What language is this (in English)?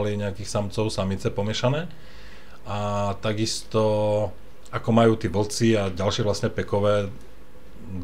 Slovak